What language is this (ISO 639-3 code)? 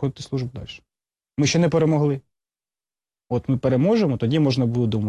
ukr